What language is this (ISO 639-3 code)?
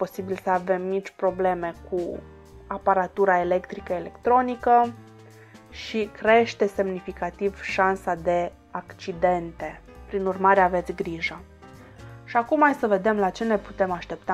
ron